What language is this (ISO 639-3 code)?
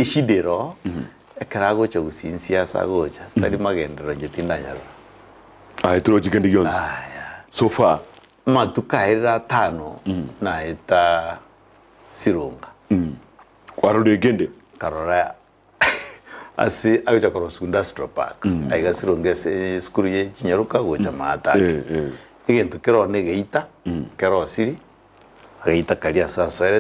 guz